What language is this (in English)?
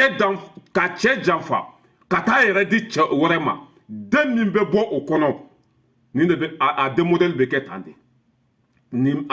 Bambara